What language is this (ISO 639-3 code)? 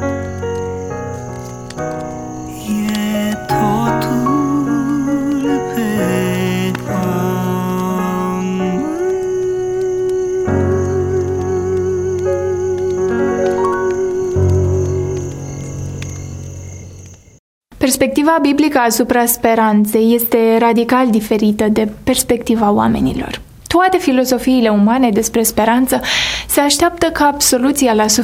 ron